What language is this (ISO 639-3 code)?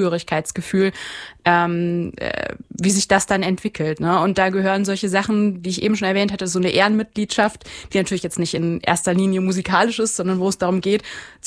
deu